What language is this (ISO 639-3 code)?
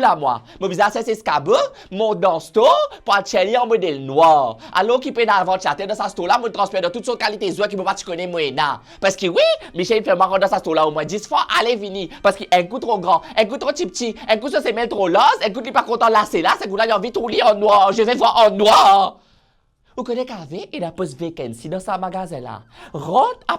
mfe